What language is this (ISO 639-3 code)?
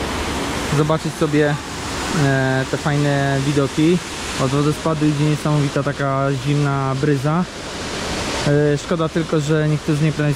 pol